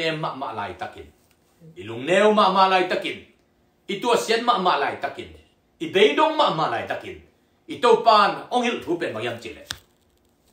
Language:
Tedim Chin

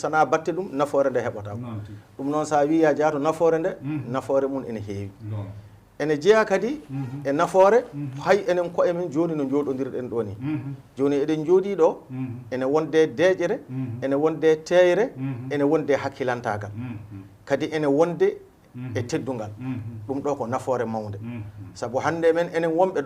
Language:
Fula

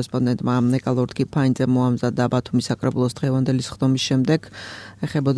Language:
Georgian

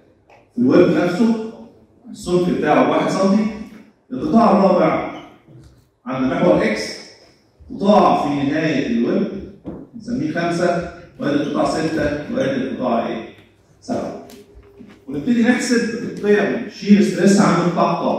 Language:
Egyptian Arabic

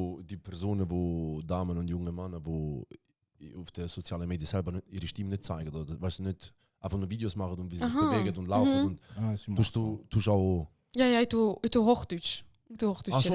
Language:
Swiss German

